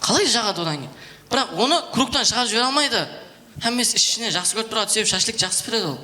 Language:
Kara-Kalpak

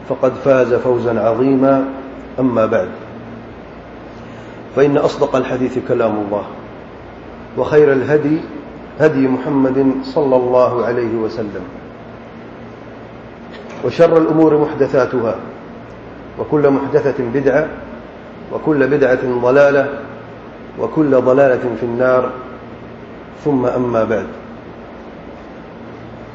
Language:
Urdu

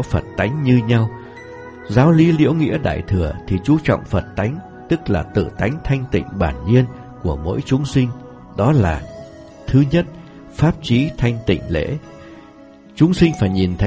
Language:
Vietnamese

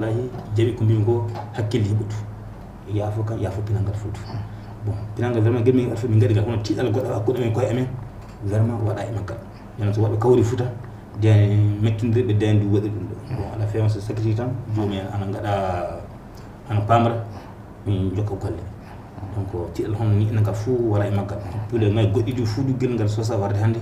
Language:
Fula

